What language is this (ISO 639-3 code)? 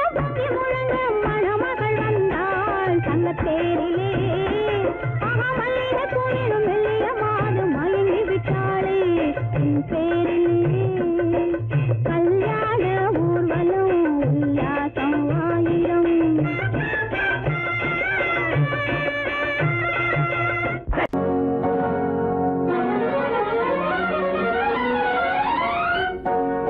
tam